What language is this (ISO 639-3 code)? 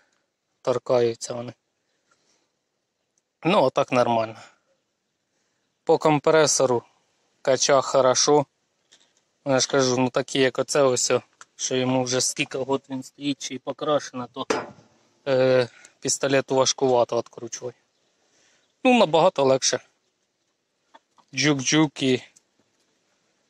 ukr